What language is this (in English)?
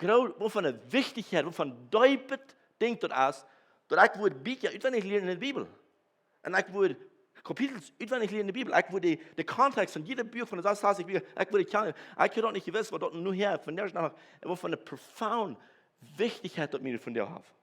Plautdietsch